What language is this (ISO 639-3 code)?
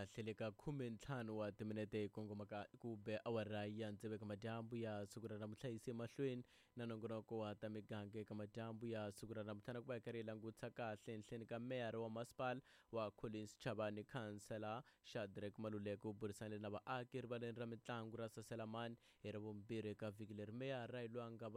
tso